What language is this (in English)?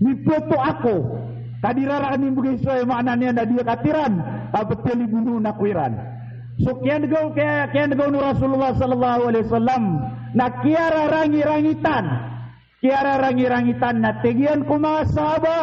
Maranao